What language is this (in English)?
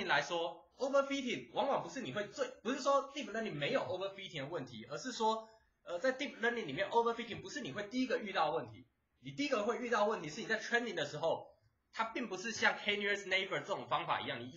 Chinese